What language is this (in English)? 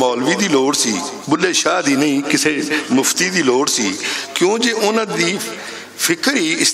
Western Panjabi